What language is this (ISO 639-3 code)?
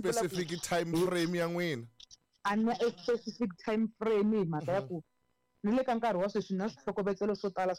tso